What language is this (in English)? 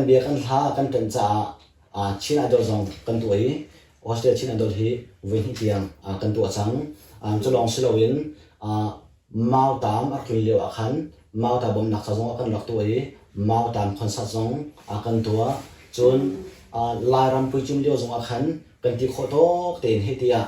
Hakha Chin